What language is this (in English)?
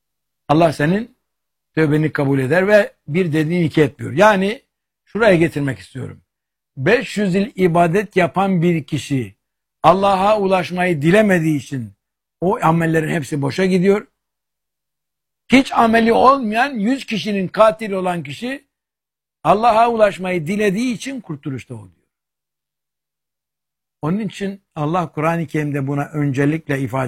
Turkish